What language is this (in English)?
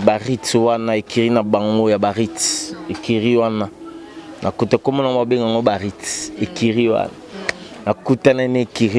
Lingala